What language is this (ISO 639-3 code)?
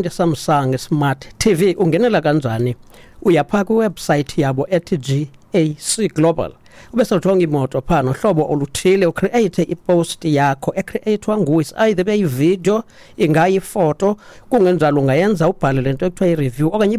xho